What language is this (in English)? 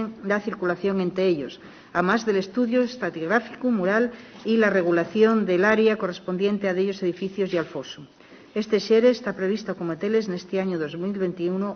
Asturian